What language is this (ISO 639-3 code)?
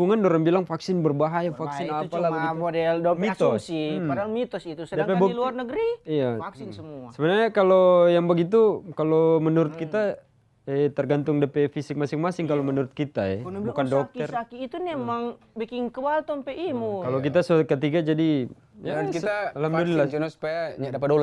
xmm